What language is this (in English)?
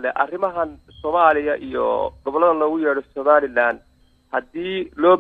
Somali